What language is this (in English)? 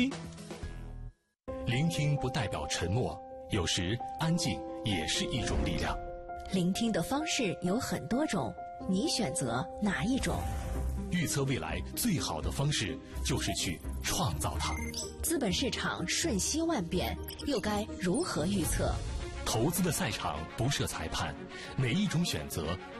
Chinese